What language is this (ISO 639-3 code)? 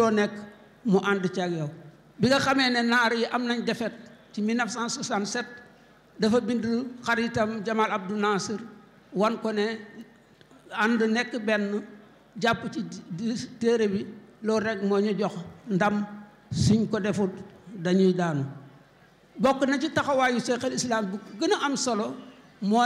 wol